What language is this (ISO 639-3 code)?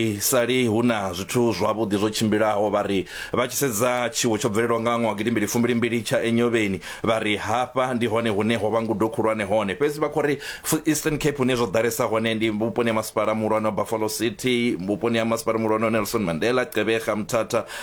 ven